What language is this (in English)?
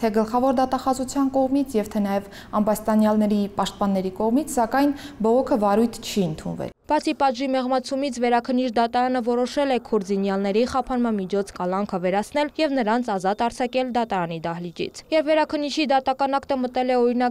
Armenian